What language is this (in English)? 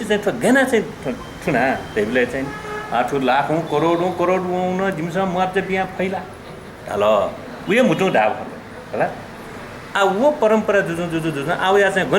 Newari